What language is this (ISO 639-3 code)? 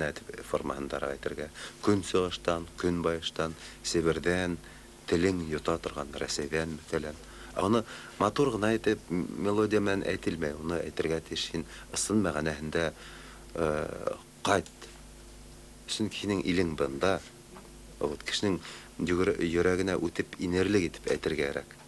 bak